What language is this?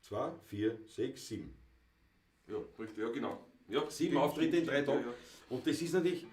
Bavarian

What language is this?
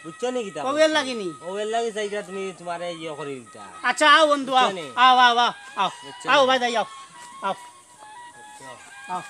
Sylheti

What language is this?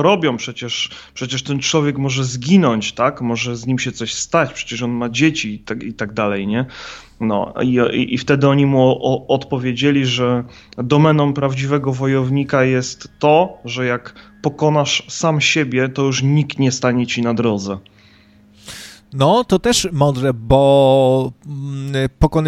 Polish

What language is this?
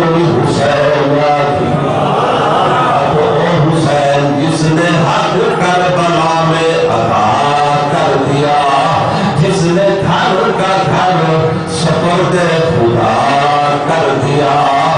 Saraiki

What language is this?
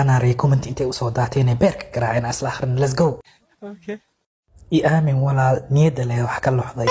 Somali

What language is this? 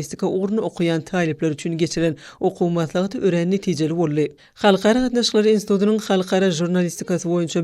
Turkmen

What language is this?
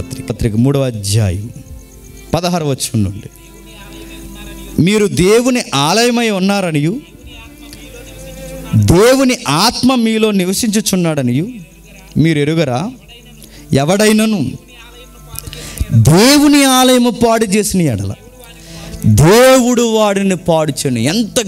Telugu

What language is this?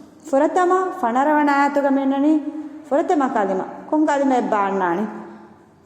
Divehi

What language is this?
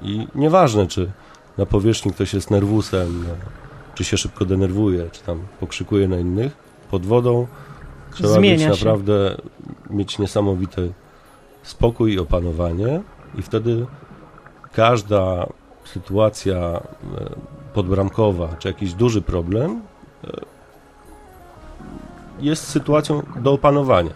Polish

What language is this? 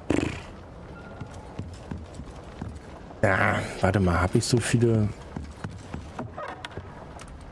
German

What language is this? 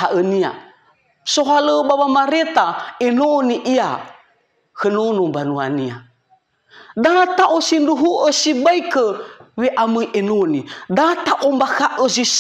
Nias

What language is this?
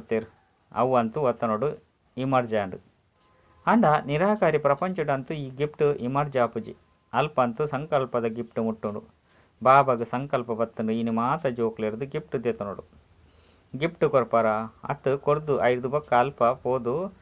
Tulu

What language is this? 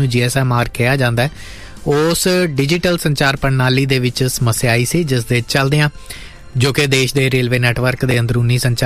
Punjabi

